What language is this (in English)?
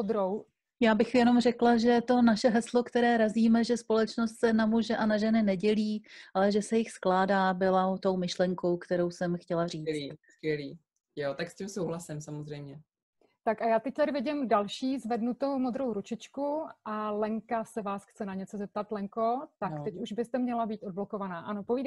Czech